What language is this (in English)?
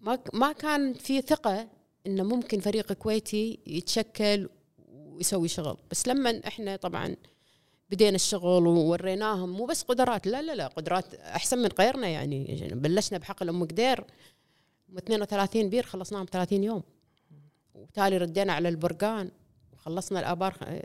Gulf Arabic